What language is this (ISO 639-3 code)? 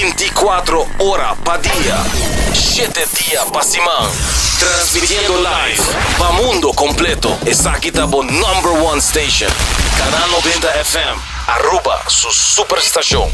pap